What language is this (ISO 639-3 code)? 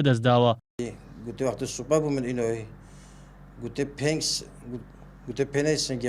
ckb